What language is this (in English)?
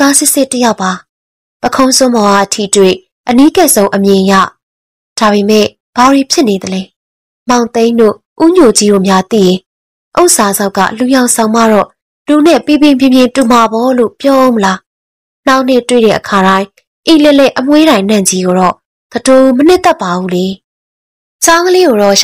Burmese